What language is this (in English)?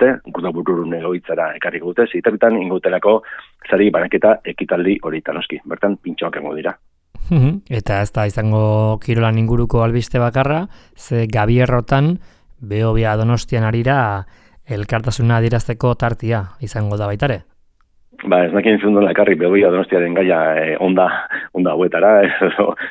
Basque